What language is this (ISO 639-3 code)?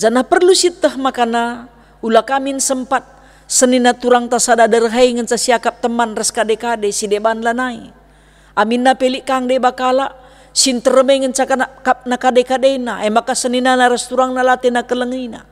btx